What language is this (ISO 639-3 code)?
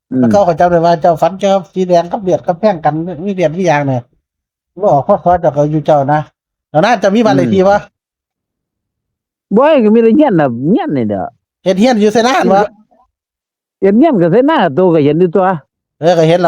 tts